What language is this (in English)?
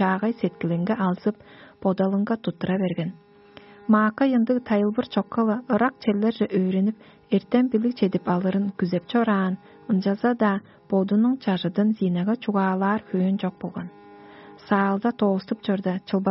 Tuvinian